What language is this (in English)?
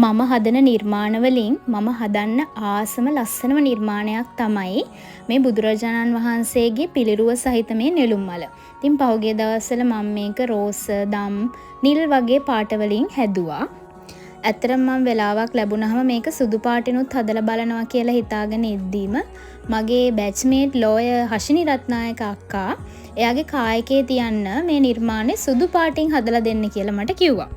Sinhala